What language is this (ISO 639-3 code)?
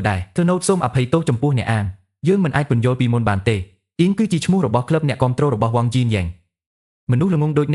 khm